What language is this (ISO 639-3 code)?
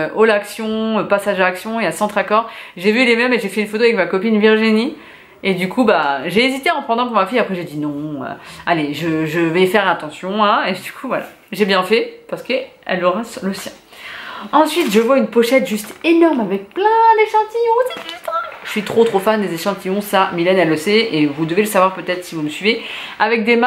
fra